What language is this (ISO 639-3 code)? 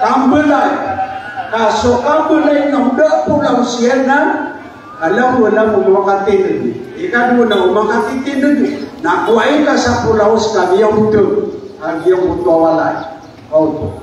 mrw